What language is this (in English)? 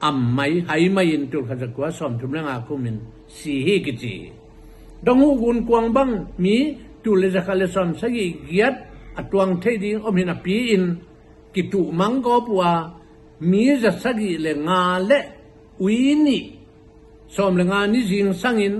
Tedim Chin